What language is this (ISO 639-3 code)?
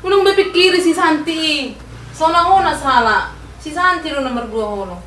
bbc